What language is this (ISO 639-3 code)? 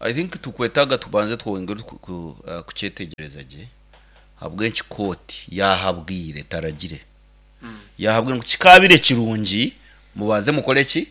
nyn